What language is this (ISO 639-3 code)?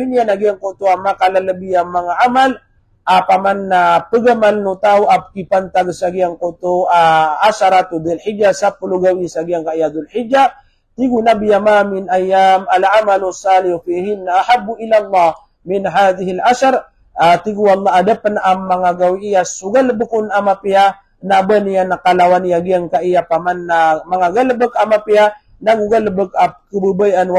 mrw